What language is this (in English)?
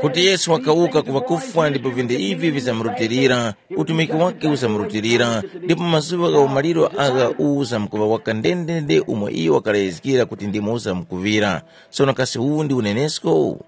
Tumbuka